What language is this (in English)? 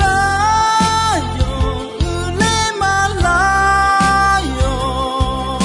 Akha